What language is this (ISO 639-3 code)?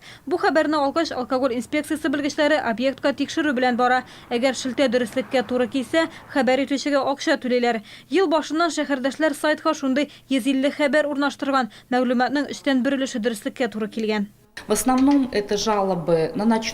tat